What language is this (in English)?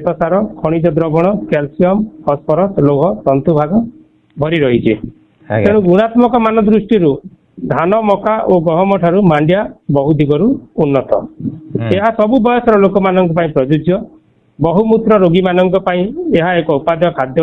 Odia